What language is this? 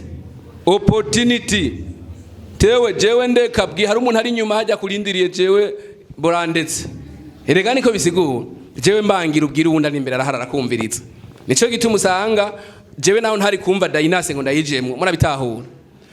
Rundi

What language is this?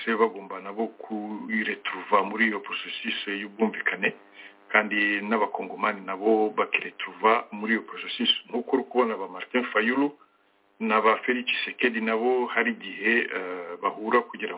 Kinyarwanda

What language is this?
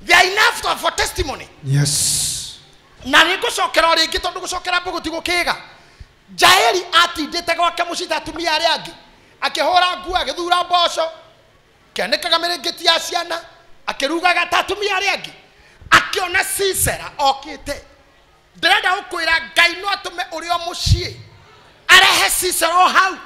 Kikuyu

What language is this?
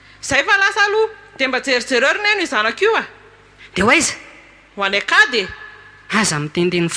Malagasy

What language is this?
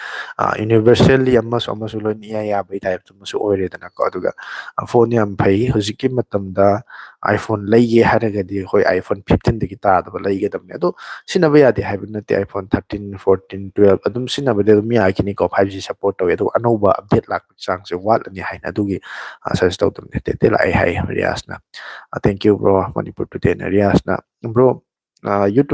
Manipuri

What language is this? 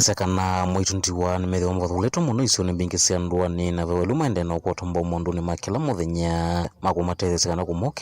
Kamba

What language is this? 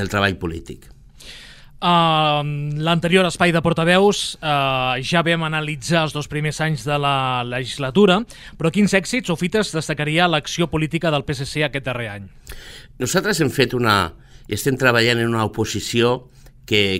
Catalan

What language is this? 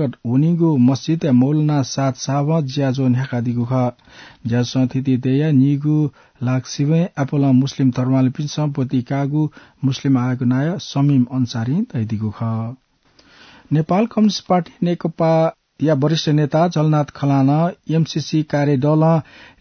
Newari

